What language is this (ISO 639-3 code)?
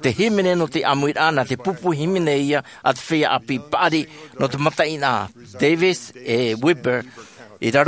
tah